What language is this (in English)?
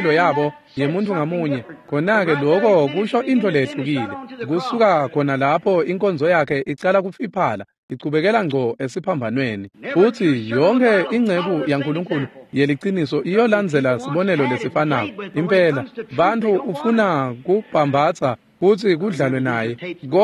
Swati